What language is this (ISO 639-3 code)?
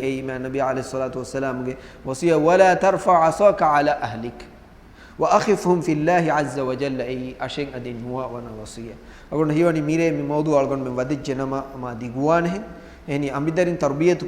div